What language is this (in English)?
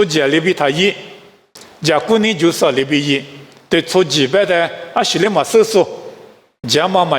Lisu